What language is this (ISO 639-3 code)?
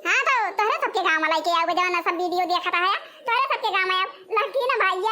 awa